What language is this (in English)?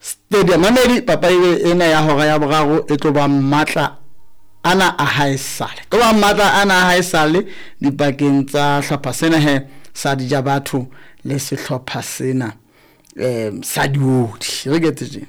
Southern Sotho